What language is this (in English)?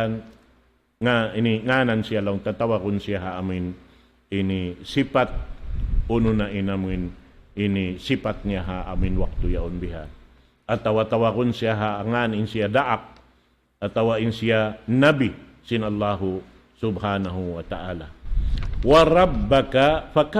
Tausug